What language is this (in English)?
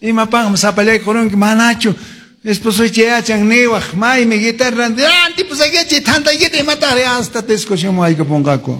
Quechua